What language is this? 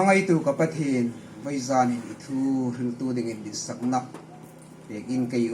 Hmar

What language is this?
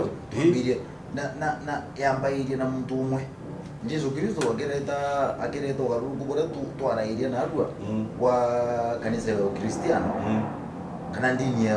Meru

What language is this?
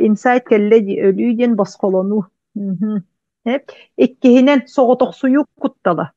Yakut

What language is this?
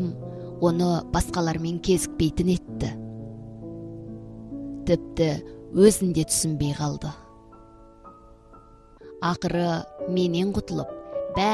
Kazakh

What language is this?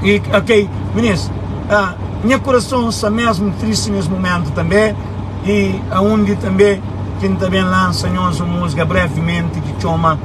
Kabuverdianu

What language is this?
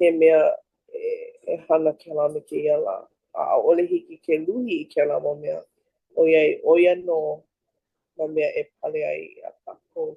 Hawaiian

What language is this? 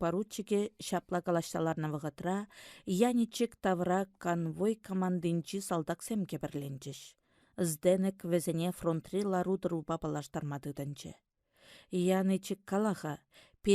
Chuvash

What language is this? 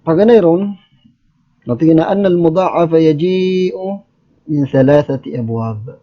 Maranao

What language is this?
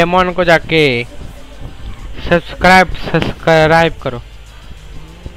Marathi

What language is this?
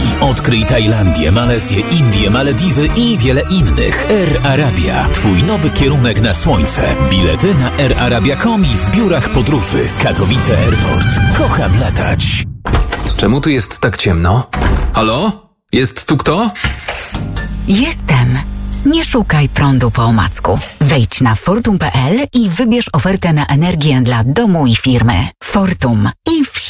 Polish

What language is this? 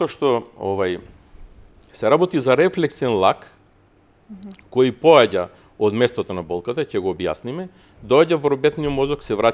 Macedonian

